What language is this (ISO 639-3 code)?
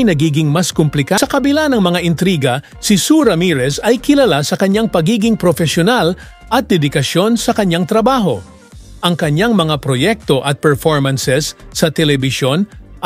fil